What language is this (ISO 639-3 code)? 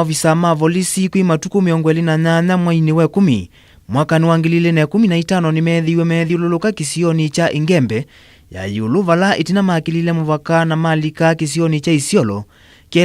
kam